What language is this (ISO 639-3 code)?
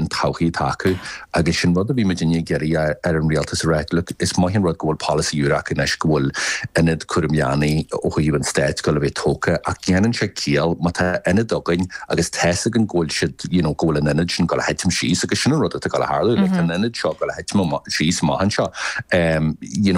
gle